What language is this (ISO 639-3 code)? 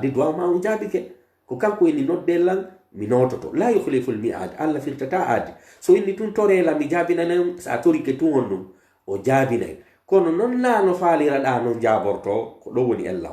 fuf